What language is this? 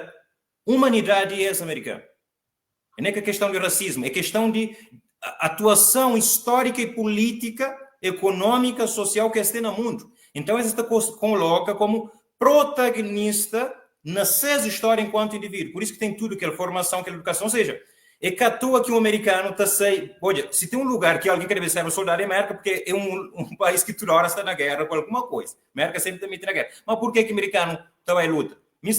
Kabuverdianu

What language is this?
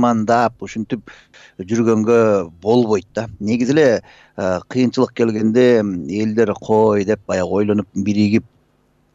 Kyrgyz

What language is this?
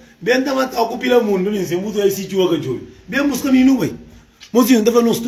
Kabuverdianu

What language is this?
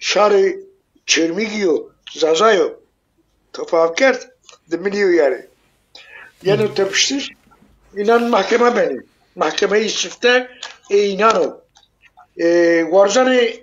Zaza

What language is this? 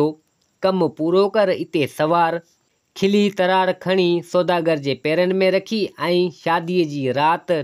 Sindhi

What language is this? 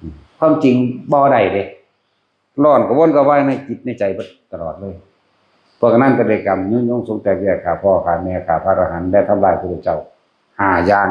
Northeastern Thai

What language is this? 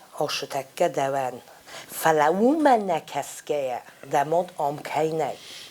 Ossetic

